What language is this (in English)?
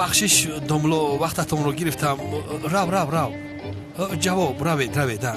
Tajik